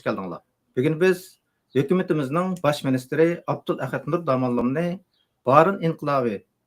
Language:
Uyghur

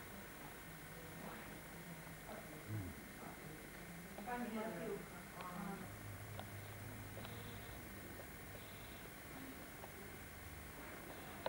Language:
Slovak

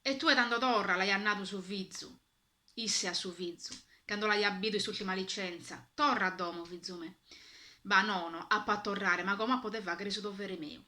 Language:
Sardinian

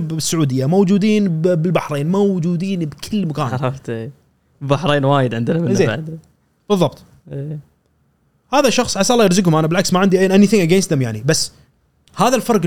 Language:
Gulf Arabic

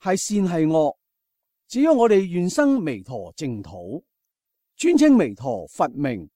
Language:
Cantonese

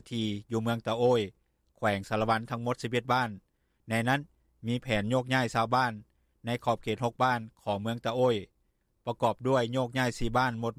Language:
Lao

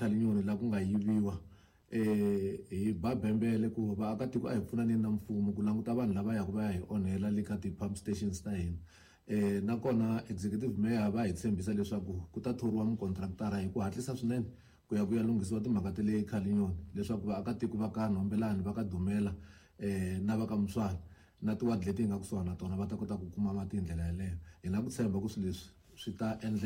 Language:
Tsonga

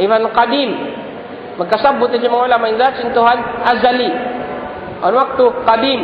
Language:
Tausug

